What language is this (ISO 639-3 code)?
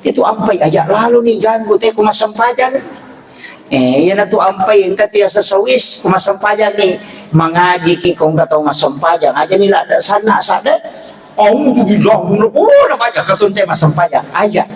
bug